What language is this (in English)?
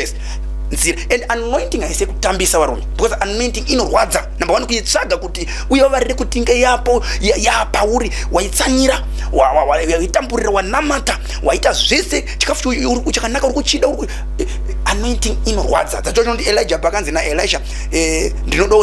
Shona